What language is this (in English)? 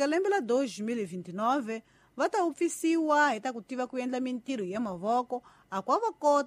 Tsonga